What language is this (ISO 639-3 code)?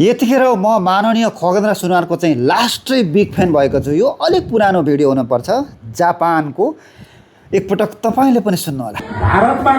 nep